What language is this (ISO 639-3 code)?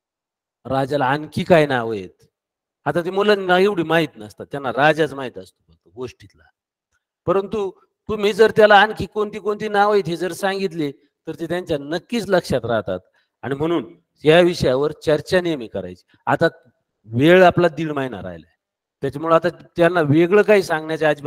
mar